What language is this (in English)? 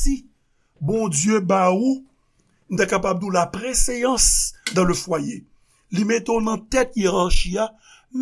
Haitian Creole